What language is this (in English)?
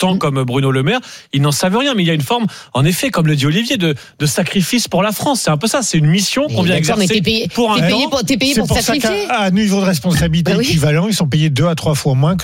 French